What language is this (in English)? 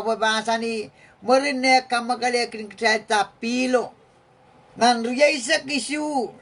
Pohnpeian